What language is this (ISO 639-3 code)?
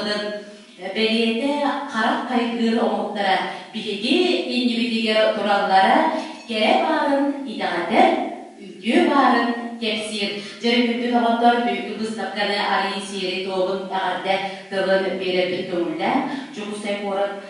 sah